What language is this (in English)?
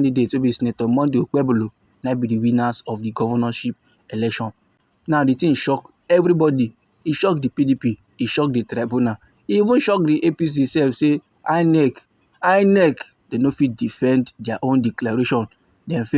Nigerian Pidgin